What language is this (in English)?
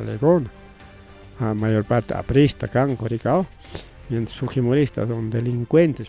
Ayacucho Quechua